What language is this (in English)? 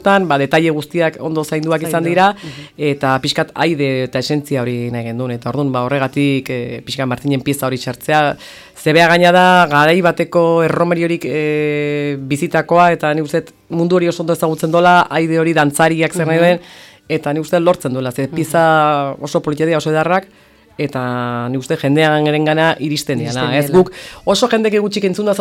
Basque